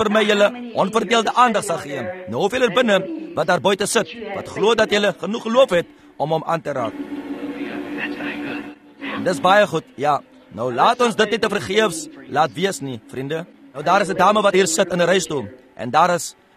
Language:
Afrikaans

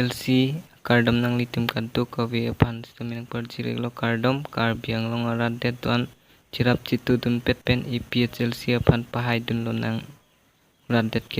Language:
Karbi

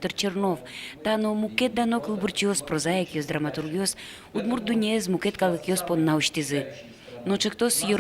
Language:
Udmurt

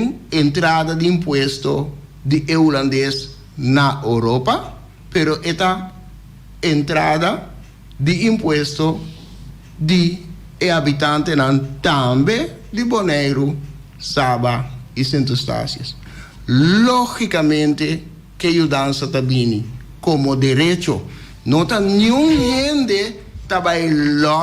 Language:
Papiamento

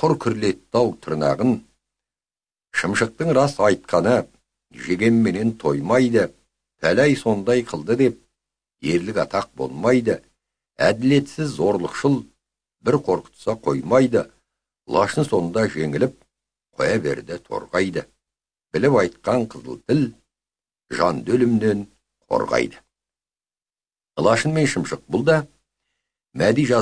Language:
Kazakh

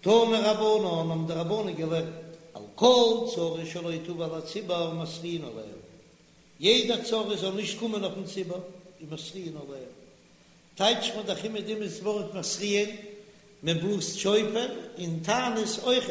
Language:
Yiddish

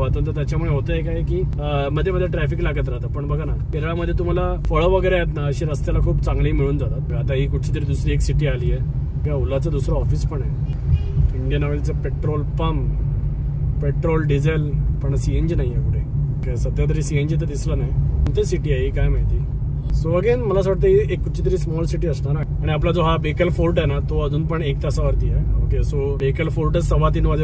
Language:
Marathi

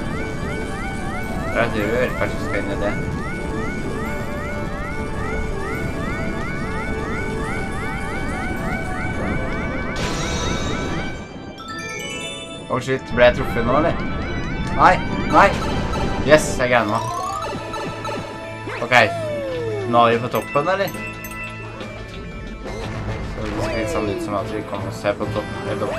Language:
Norwegian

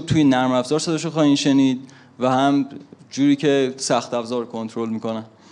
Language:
Persian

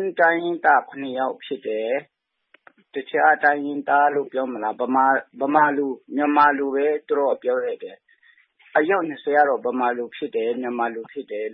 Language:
Burmese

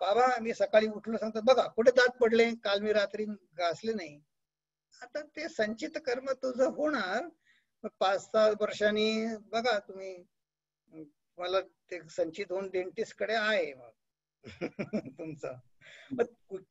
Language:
Marathi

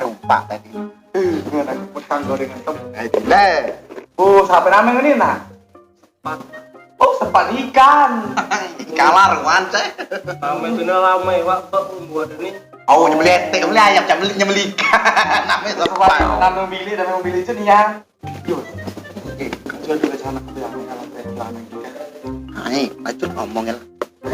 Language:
Musi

